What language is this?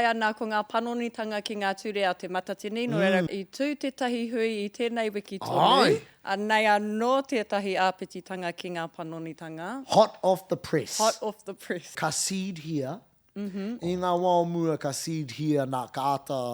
Māori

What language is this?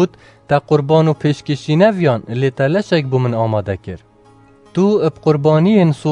Kurdish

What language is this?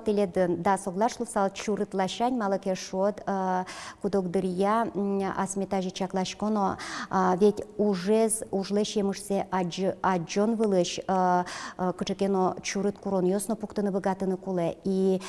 Udmurt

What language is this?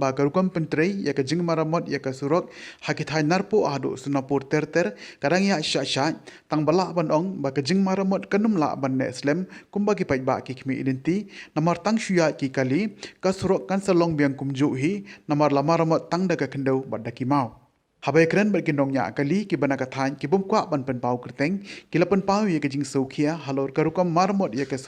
Khasi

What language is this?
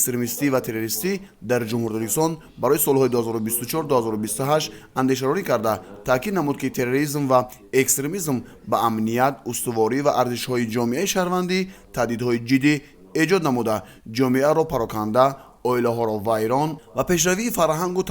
Tajik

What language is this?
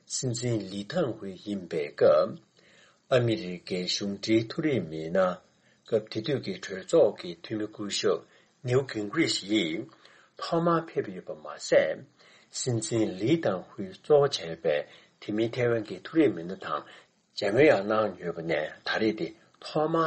Tibetan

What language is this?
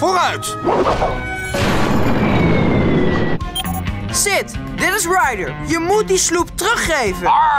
Dutch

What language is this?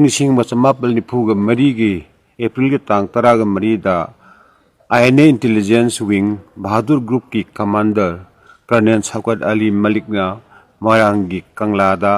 Manipuri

